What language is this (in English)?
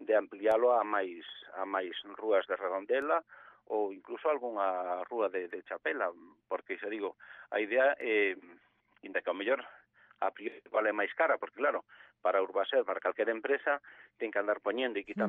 Galician